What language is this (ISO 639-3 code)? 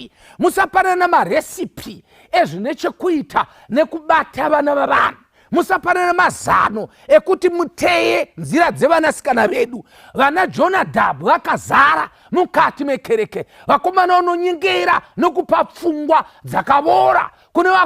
sna